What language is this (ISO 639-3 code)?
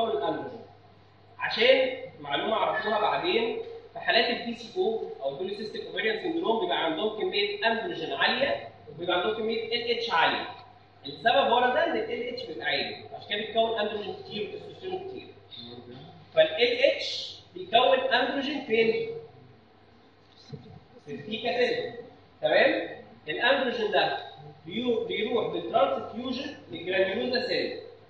arz